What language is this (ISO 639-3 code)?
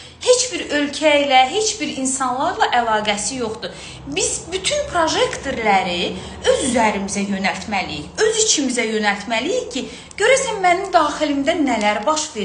aze